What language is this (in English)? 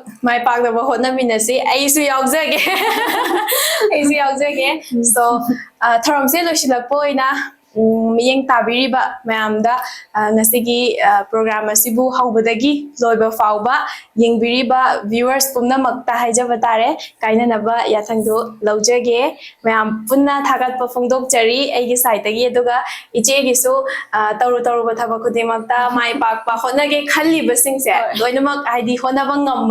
Manipuri